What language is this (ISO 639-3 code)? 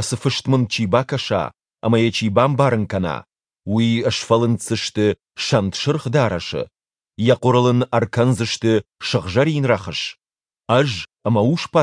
oss